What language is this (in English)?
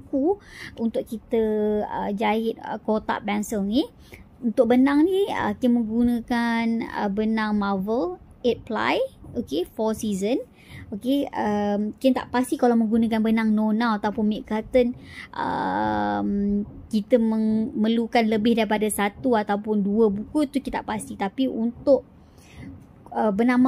Malay